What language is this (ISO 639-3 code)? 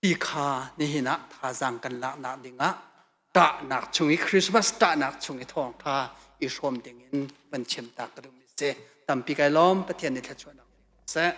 cnh